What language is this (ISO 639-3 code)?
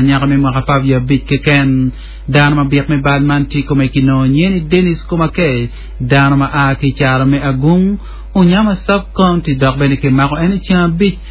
ach